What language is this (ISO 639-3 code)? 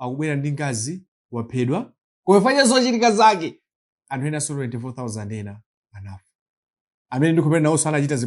nya